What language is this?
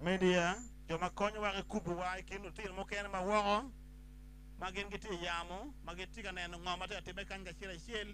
Acoli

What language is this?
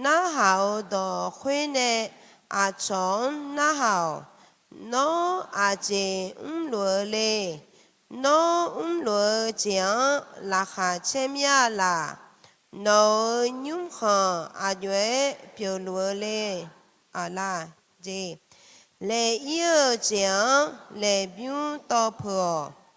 Akha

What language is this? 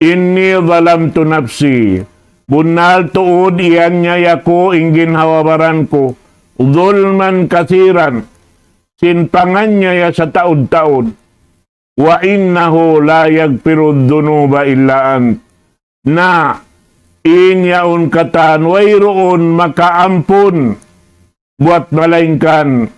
Tausug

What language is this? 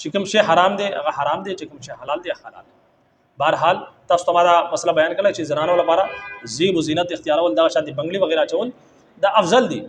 Pashto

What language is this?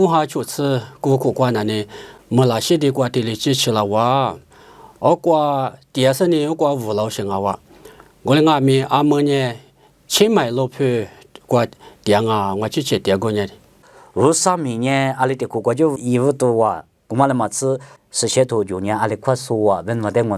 Lisu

